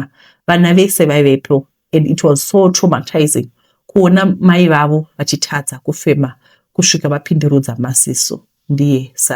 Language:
Shona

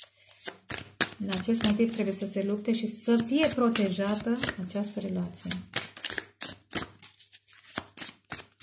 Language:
Romanian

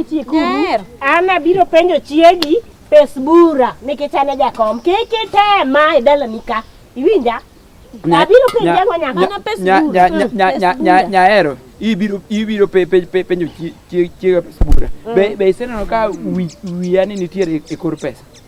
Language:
Luo (Kenya and Tanzania)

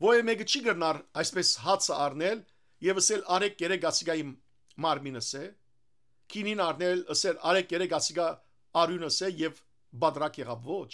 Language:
Western Armenian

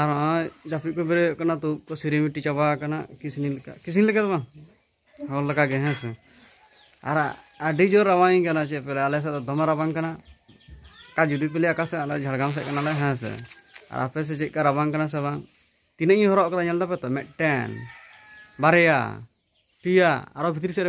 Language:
Santali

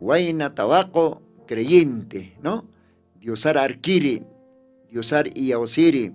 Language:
Aymara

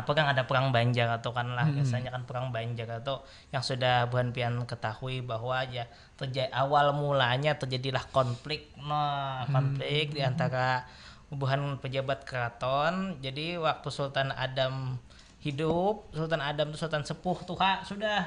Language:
Banjar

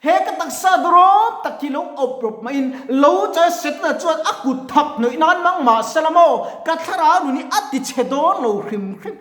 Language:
Mizo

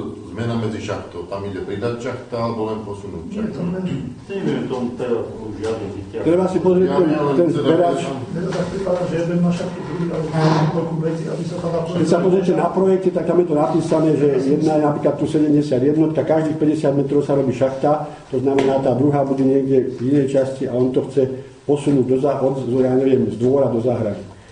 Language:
Slovak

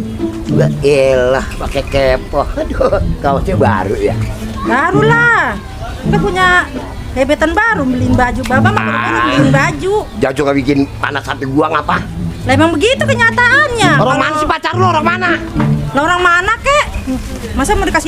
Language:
Betawi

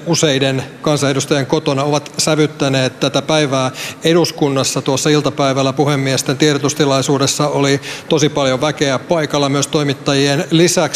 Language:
Finnish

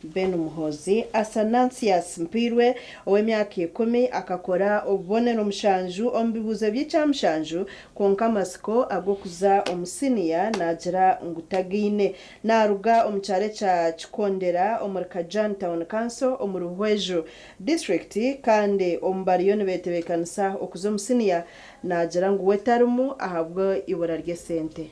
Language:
Nyankole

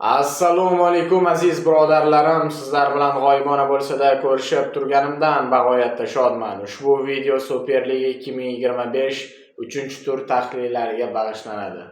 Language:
Uzbek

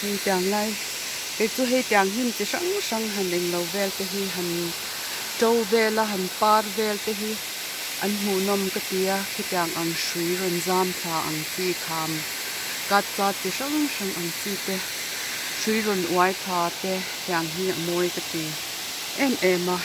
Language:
Mizo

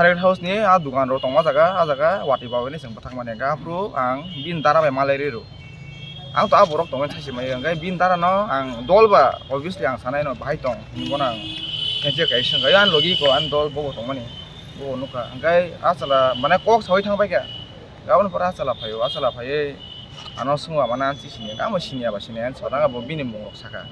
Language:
Kok Borok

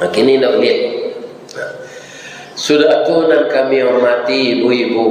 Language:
Minangkabau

